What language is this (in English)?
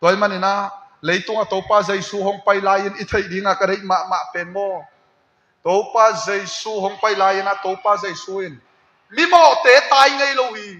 Tedim Chin